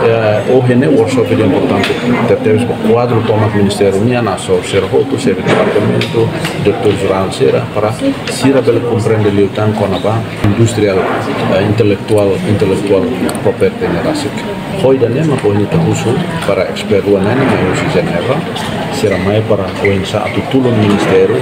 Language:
Tetum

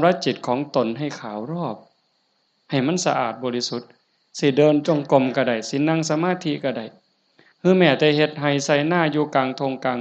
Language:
Northeastern Thai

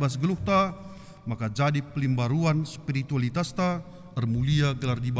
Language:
Batak Karo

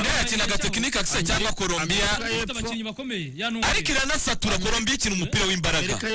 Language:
Kinyarwanda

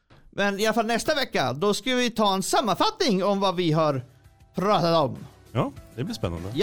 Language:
Swedish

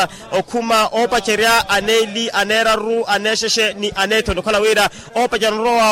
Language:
Makhuwa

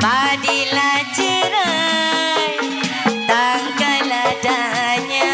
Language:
Betawi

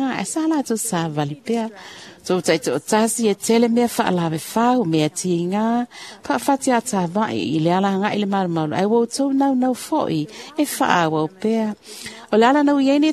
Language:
Samoan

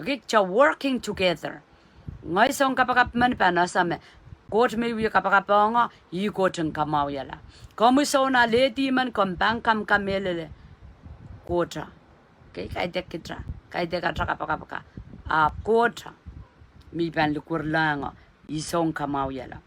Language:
Pohnpeian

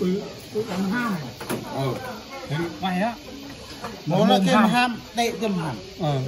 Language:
Central Mnong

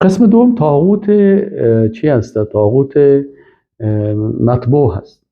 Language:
Persian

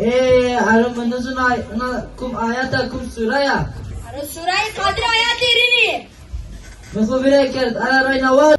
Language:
Zaza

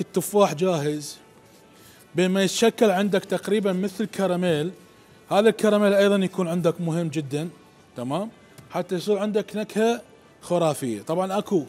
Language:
Mesopotamian Arabic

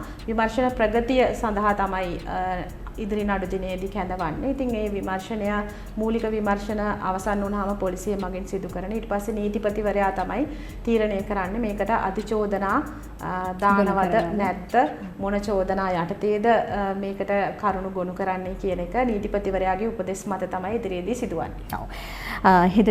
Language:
Sinhala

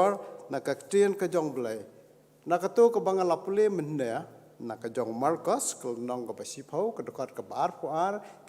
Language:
Khasi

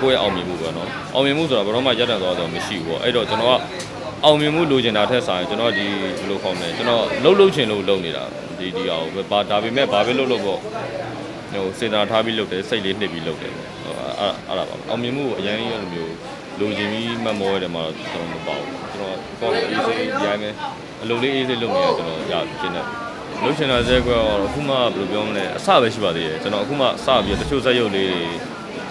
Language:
Burmese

